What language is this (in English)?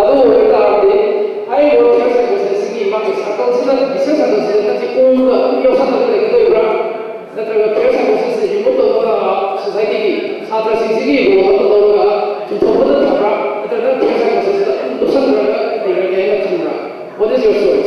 Manipuri